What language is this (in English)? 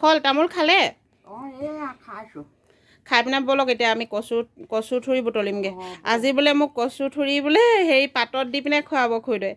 Assamese